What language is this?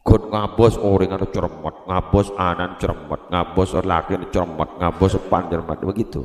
Madurese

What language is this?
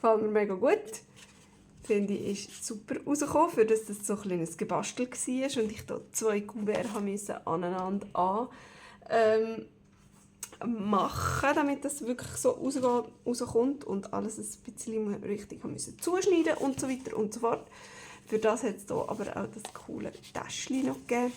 Swiss German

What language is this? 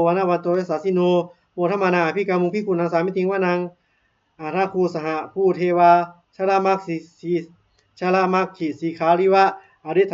Pali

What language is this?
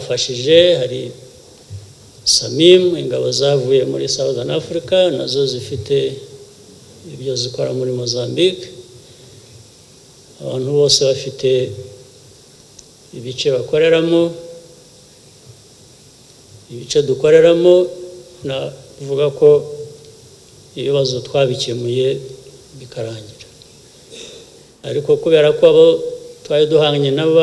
Kinyarwanda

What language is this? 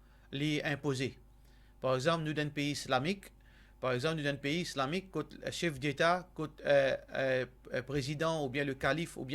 Morisyen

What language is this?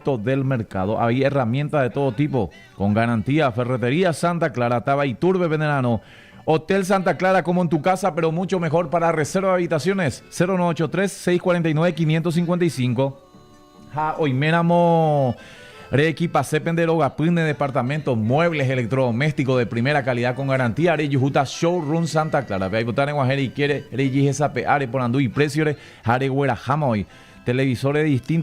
Guarani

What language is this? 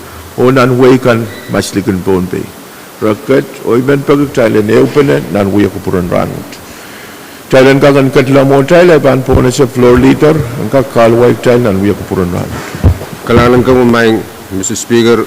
Pohnpeian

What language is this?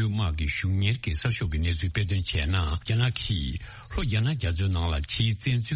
Tibetan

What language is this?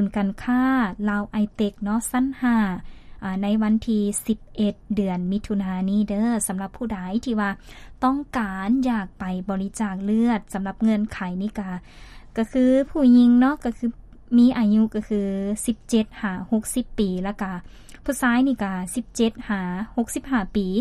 Lao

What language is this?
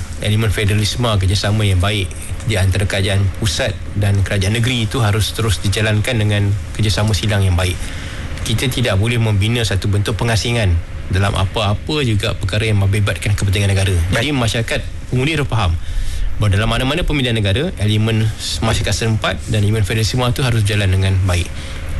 Malay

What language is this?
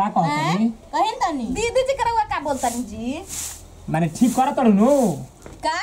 Bhojpuri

